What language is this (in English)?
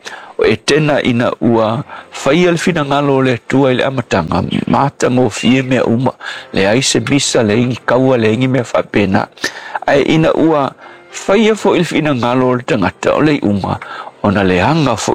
Samoan